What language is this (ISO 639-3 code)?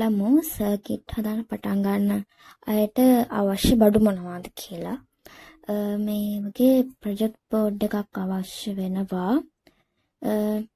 sin